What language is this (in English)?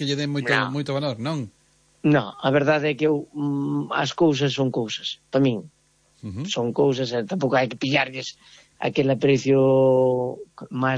Galician